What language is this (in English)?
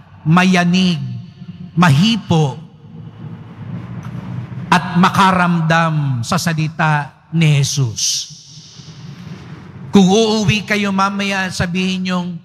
Filipino